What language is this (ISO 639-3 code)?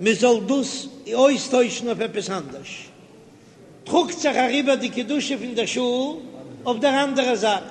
yid